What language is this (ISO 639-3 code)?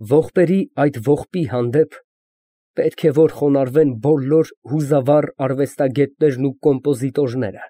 hye